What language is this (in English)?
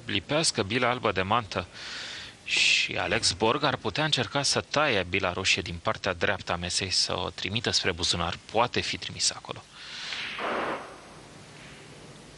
Romanian